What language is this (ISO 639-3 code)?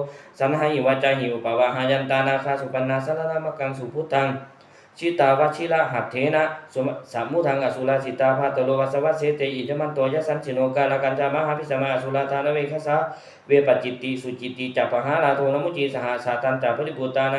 pli